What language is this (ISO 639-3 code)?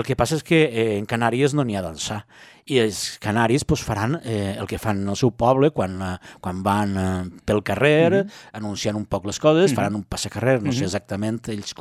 cat